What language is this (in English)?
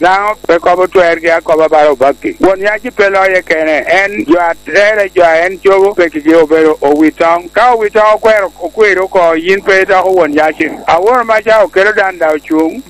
Lango (Uganda)